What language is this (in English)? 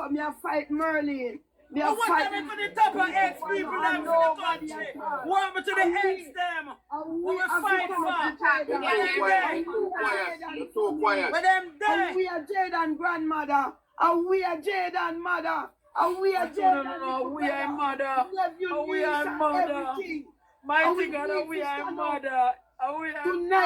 Jamaican Creole English